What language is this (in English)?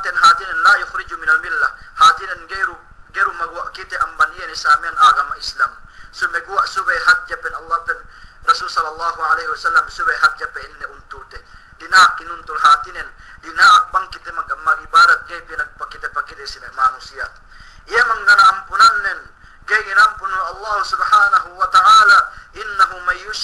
Yakan